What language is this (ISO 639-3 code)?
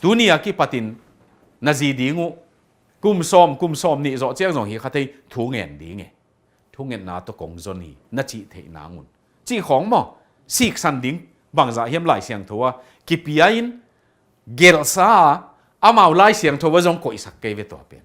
ctd